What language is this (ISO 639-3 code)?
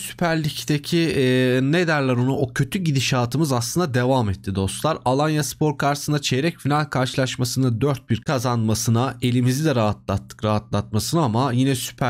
tur